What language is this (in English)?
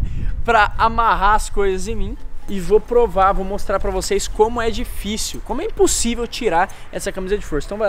Portuguese